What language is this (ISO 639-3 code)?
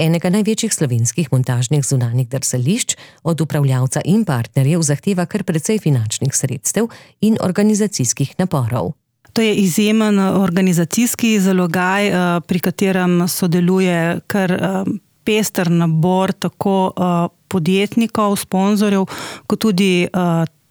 slv